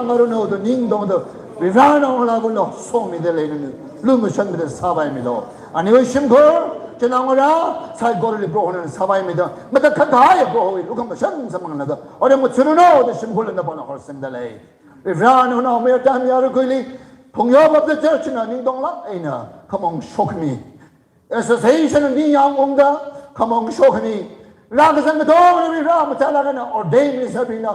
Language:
Tangkhul Naga (India)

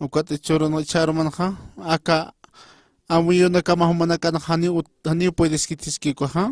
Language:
Aymara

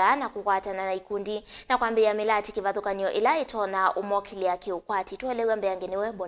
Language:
Kamba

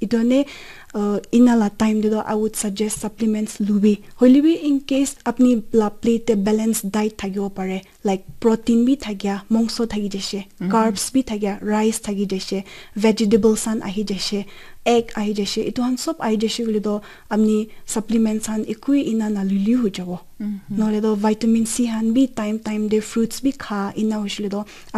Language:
Naga Pidgin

